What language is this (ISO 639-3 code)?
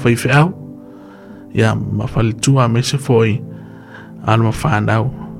smo